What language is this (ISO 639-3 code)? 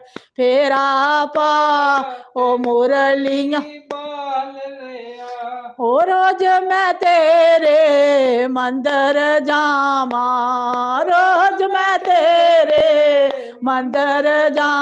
doi